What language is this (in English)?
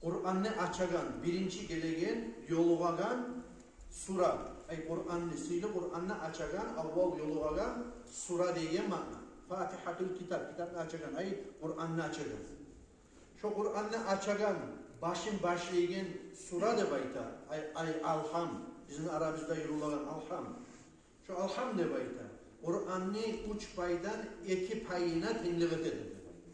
Kumyk